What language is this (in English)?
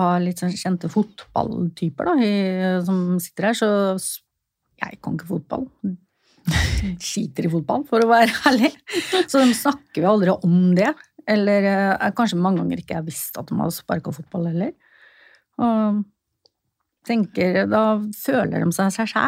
Norwegian